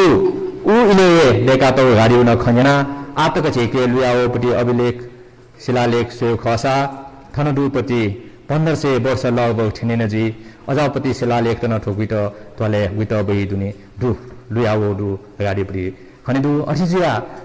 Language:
Newari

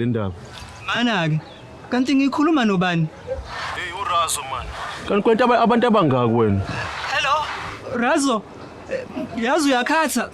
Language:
Zulu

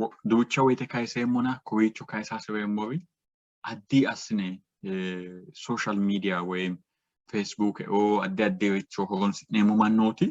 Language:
Sidamo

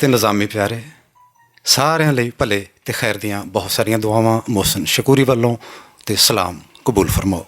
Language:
Western Panjabi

